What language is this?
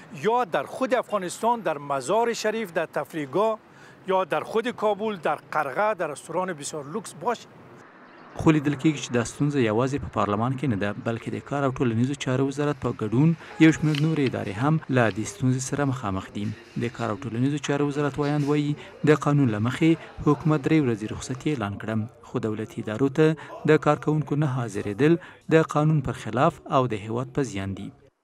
Pashto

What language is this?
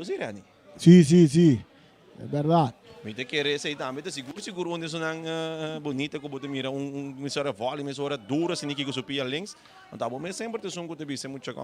Papiamento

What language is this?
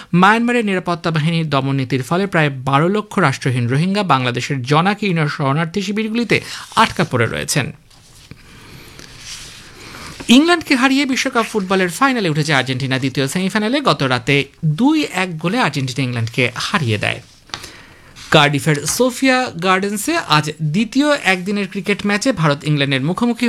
Bangla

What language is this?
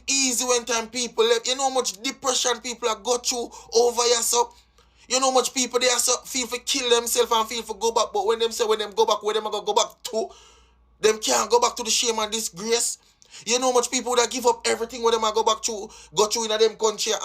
Jamaican Creole English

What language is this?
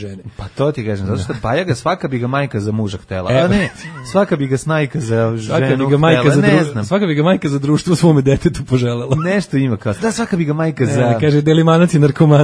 Serbian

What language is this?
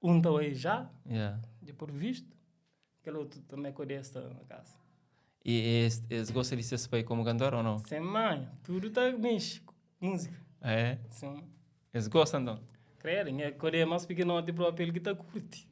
Kabuverdianu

